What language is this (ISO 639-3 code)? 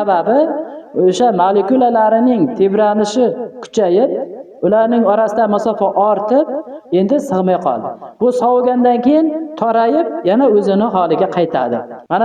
uzb